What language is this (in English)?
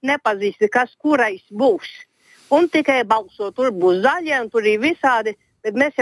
Latvian